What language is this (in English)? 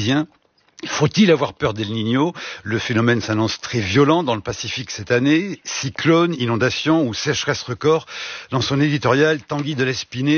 French